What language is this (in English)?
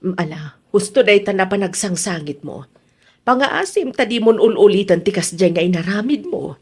Iloko